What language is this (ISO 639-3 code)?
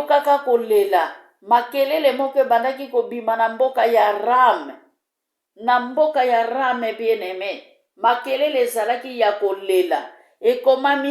lin